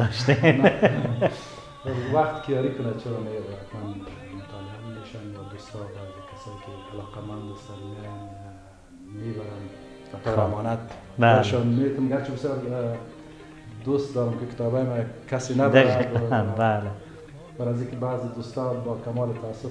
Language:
Persian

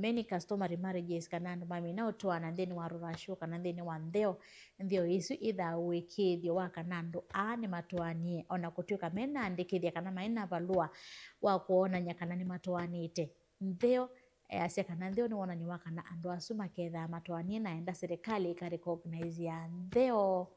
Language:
Kamba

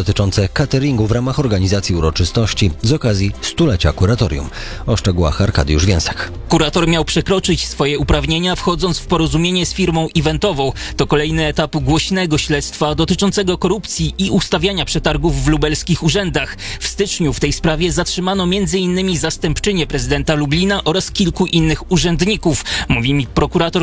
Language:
Polish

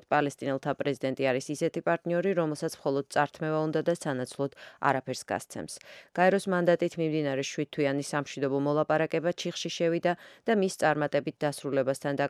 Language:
Georgian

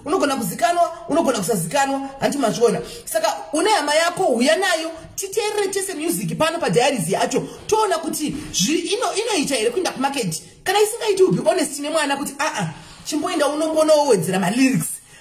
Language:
Shona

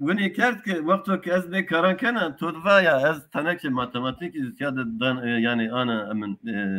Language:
Zaza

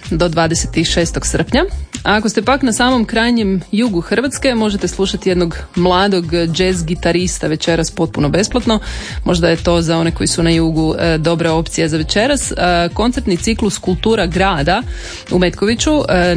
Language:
Croatian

